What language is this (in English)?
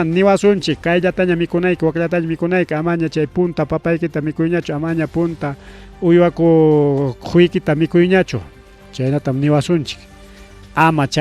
Ayacucho Quechua